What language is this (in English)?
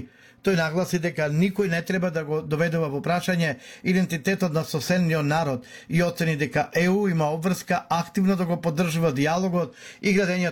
Macedonian